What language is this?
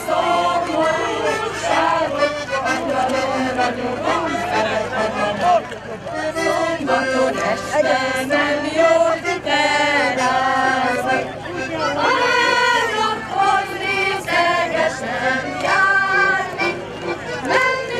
Hungarian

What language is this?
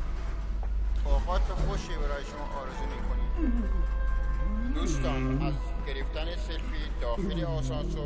Persian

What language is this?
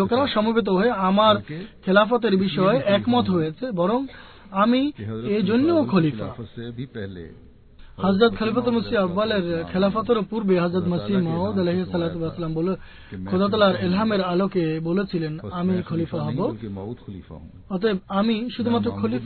Bangla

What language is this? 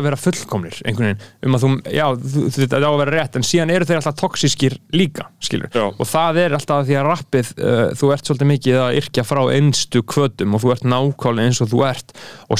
Icelandic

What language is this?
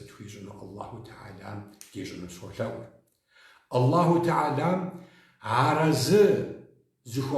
Kabardian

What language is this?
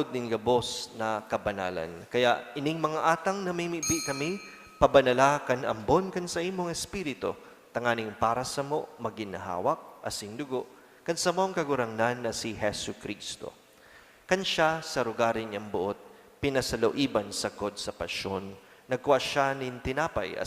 Bikol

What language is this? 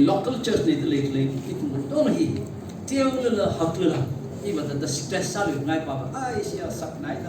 Tangkhul Naga (India)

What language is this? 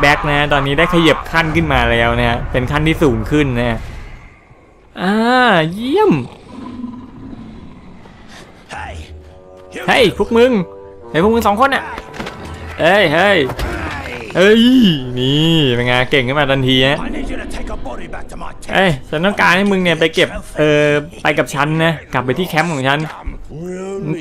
Thai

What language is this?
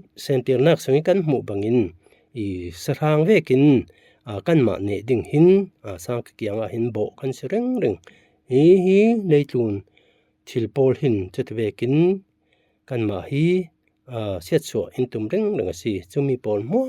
Falam Chin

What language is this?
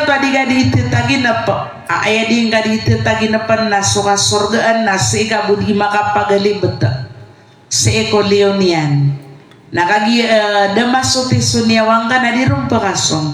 Maranao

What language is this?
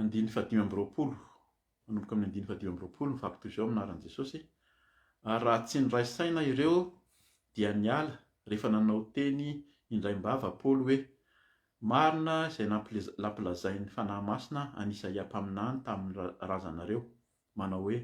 Malagasy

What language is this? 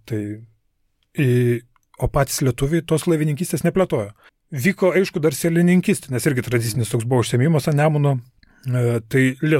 Lithuanian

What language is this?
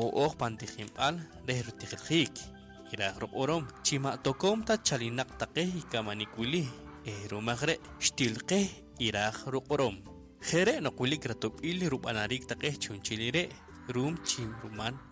Poqomchi'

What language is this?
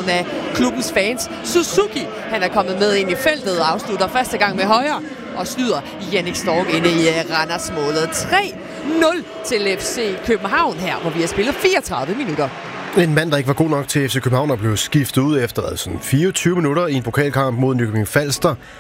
Danish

